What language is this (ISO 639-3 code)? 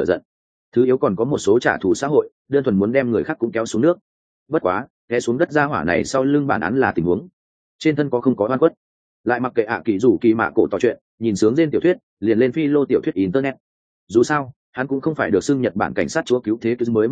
vie